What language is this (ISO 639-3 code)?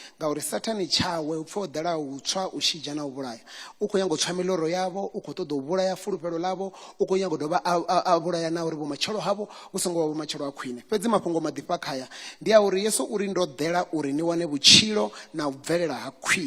ven